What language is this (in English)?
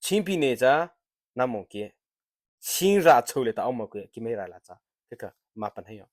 Mara Chin